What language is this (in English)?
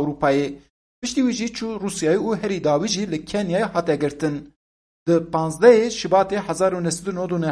Kurdish